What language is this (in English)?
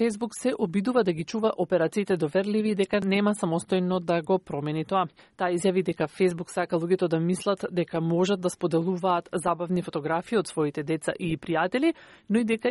Macedonian